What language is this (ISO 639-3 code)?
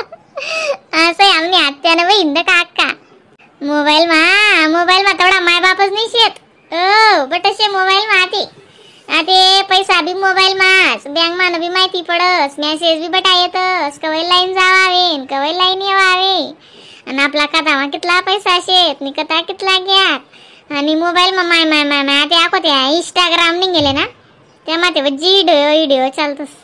khn